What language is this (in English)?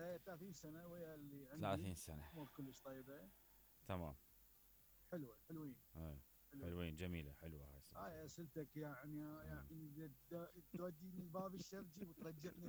Mesopotamian Arabic